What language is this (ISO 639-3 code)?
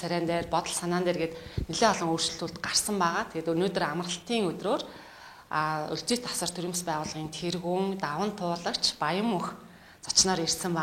mon